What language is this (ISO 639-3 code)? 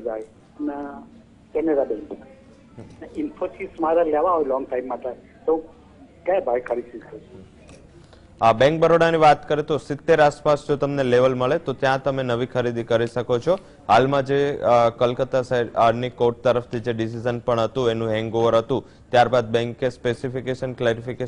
guj